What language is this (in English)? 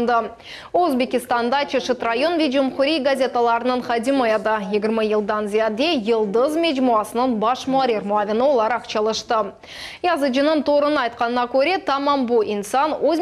Crimean Tatar